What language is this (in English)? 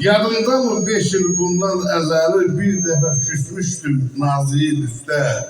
South Azerbaijani